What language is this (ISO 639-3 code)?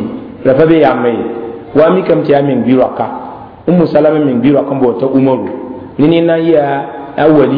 mos